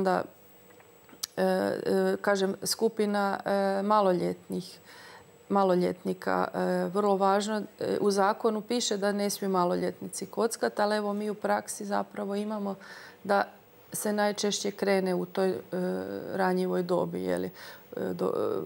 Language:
Croatian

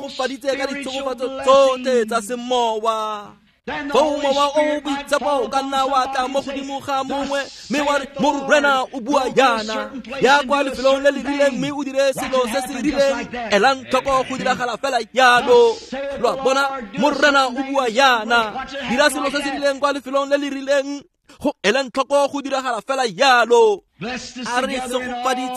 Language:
Tswana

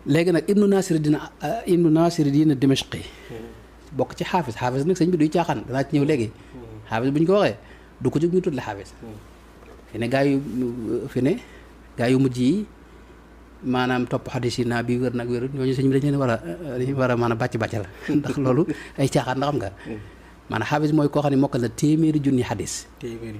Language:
Wolof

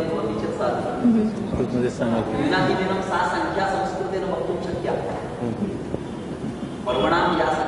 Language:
Marathi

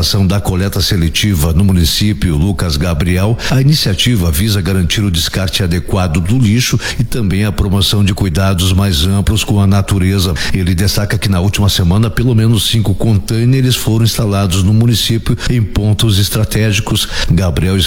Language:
Portuguese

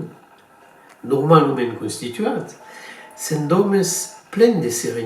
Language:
Occitan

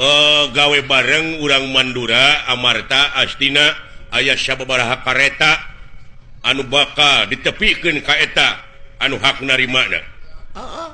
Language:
Sundanese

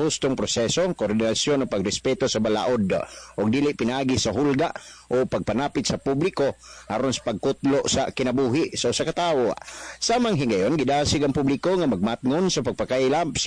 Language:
Cebuano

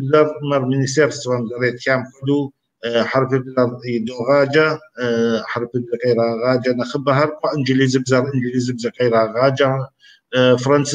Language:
Kabardian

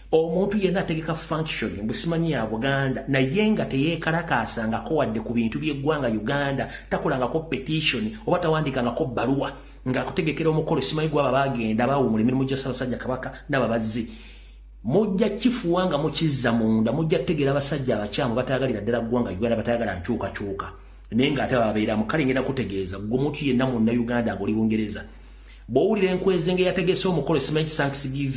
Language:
Ganda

